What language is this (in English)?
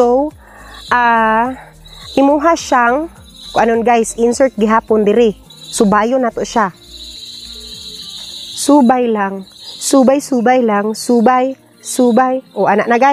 Cebuano